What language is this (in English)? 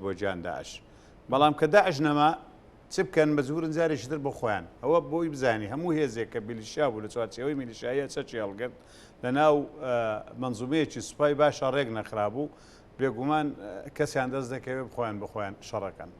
Central Kurdish